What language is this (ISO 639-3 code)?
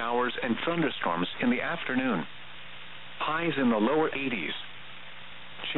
eng